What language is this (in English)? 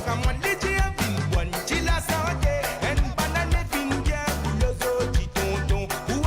Morisyen